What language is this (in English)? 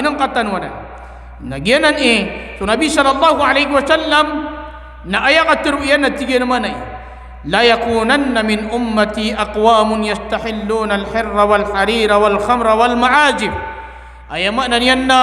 Maranao